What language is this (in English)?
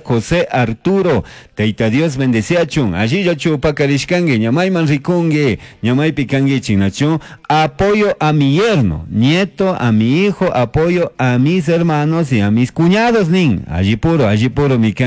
Chimborazo Highland Quichua